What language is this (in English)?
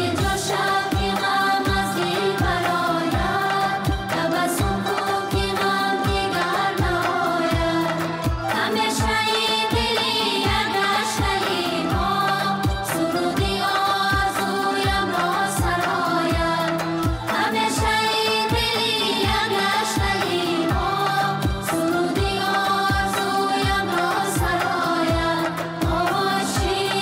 Tajik